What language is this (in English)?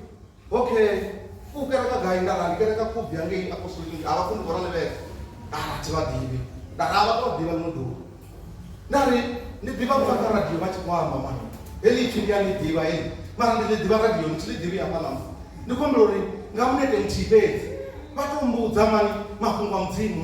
Venda